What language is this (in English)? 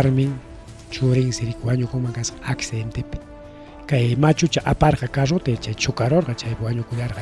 Ayacucho Quechua